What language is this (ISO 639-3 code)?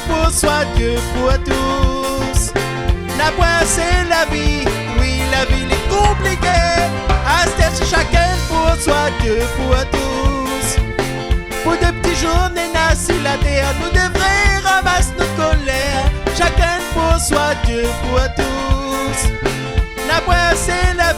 rcf